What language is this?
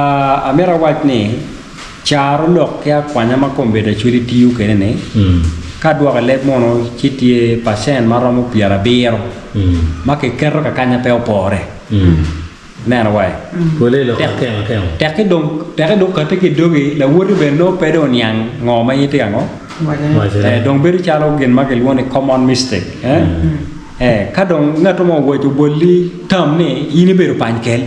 Acoli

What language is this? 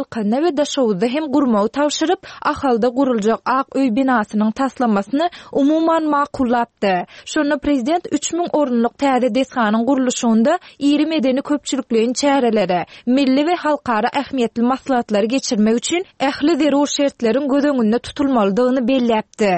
Turkmen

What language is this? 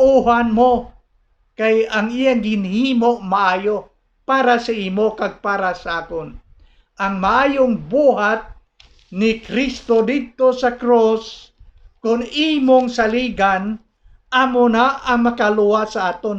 Hiligaynon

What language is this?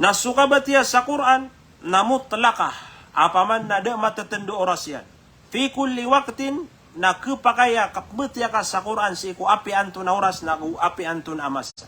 Maranao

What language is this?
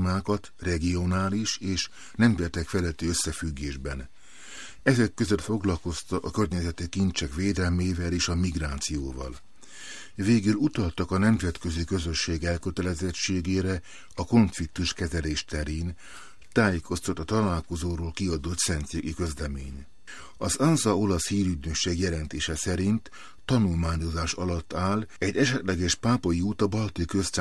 Hungarian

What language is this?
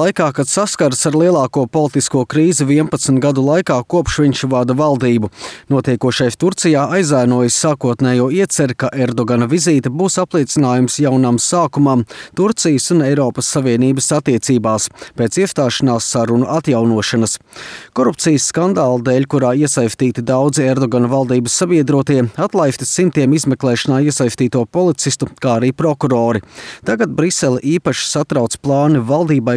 Latvian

